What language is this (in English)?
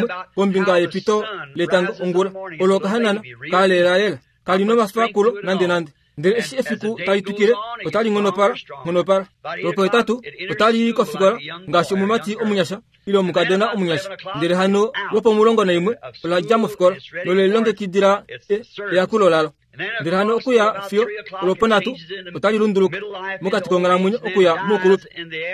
Kuanyama